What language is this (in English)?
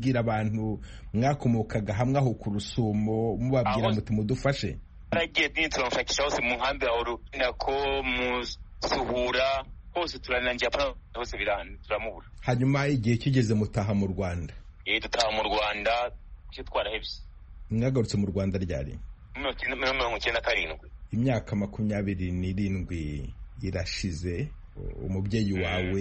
Kinyarwanda